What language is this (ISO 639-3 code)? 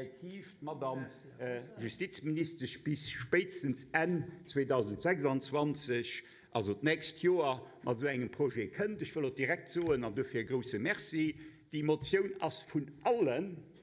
ltz